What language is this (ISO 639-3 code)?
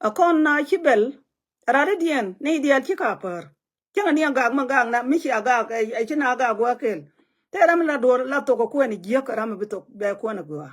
nus